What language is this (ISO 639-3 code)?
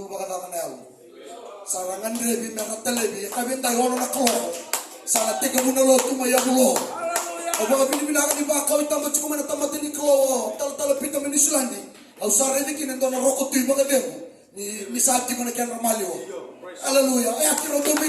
fij